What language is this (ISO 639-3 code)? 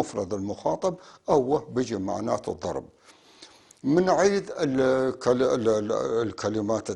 apc